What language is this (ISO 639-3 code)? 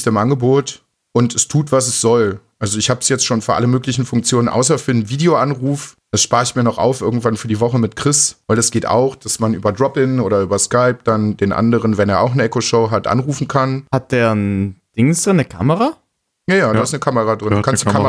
deu